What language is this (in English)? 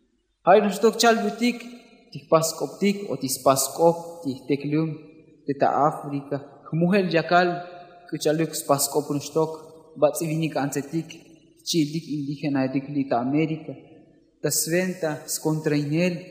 Tzotzil